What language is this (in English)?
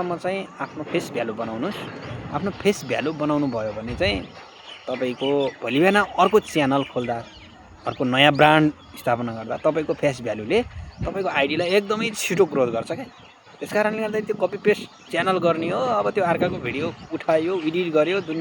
Nepali